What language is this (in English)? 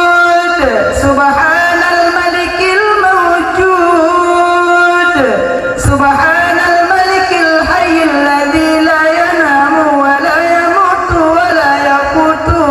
Achinese